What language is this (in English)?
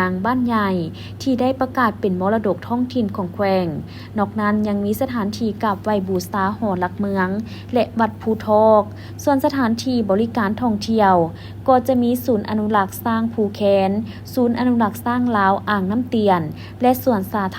Lao